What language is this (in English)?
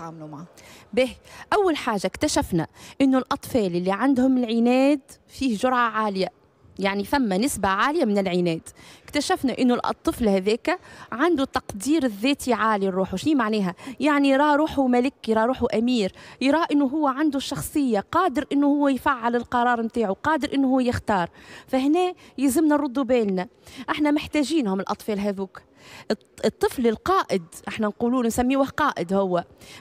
Tunisian Arabic